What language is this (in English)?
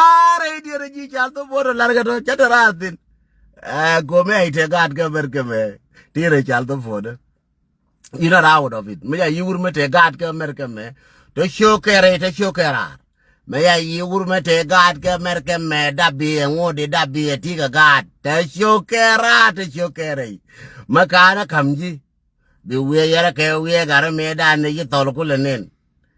Nuer